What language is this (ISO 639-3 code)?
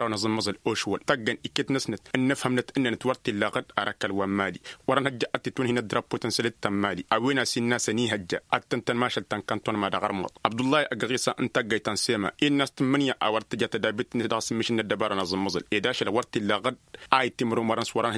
taq